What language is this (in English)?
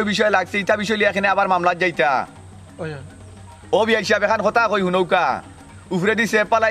Sylheti